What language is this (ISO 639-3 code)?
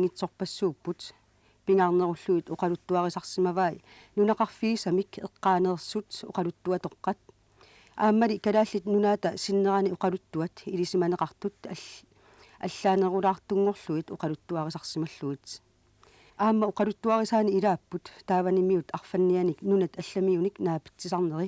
kal